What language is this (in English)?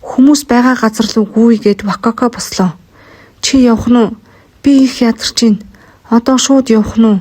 Mongolian